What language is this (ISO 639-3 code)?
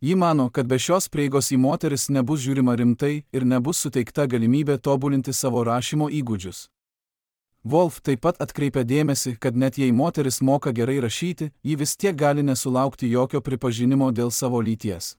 lit